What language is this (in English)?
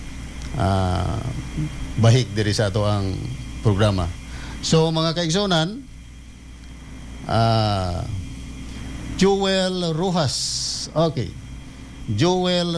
Cebuano